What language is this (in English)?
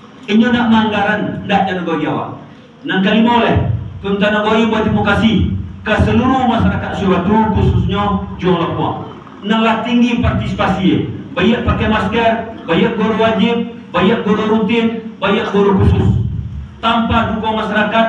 Minangkabau